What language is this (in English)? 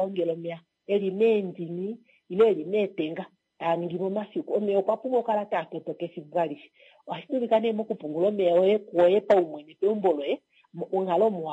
Kuanyama